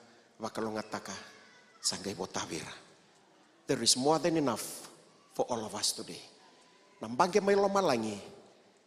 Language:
Fijian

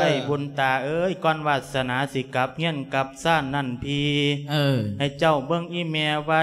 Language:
Lao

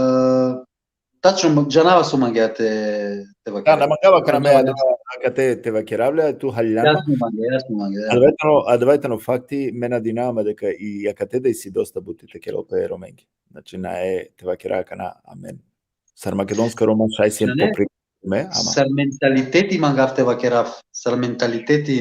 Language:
Balkan Romani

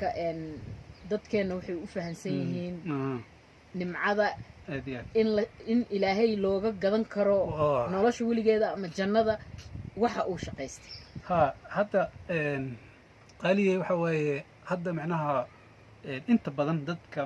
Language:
Somali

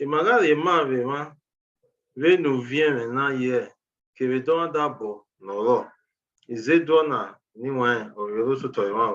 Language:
Bini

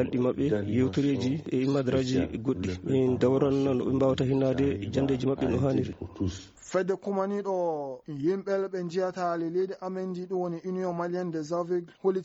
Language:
Fula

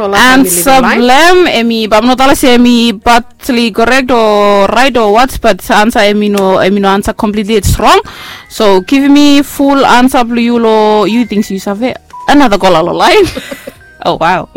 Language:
Bislama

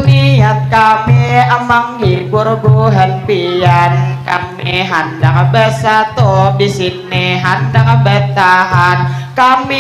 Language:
Banjar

